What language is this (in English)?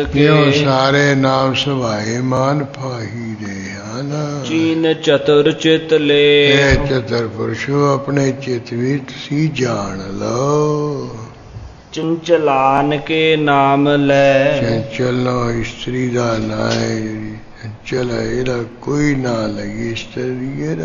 Punjabi